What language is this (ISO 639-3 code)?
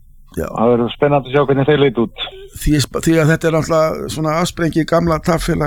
isl